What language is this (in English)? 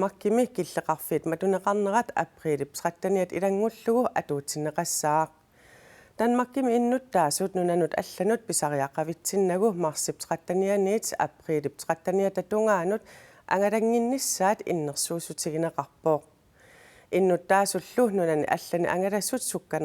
Kalaallisut